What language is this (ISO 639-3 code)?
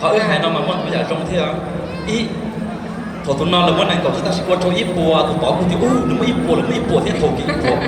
hmn